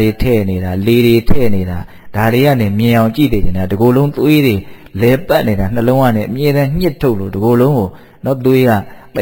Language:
Burmese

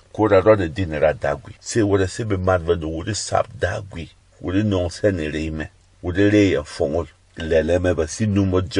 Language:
Berom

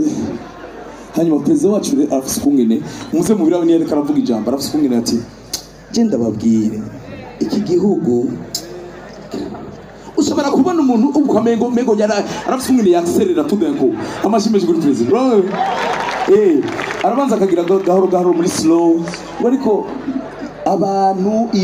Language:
Rundi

